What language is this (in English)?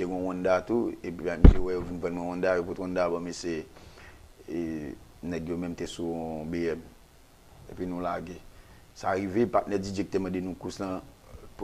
Haitian Creole